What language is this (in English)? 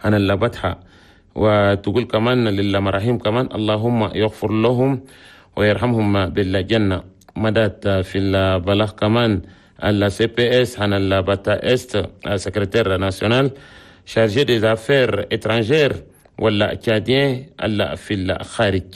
Chadian Arabic